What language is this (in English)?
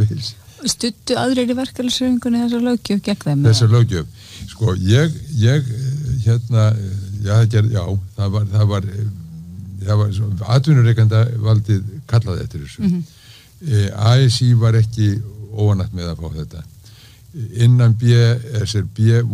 Icelandic